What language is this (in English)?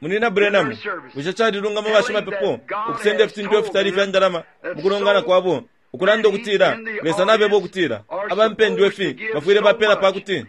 Bemba